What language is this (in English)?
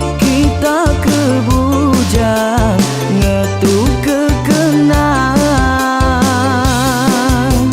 Iban